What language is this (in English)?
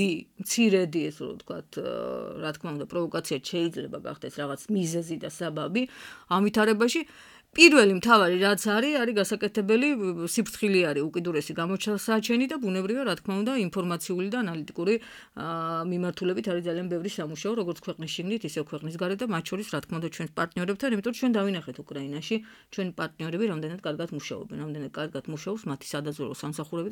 Georgian